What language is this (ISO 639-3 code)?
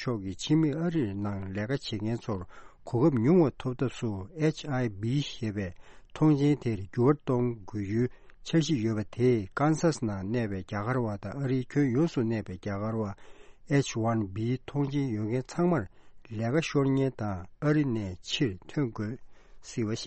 bod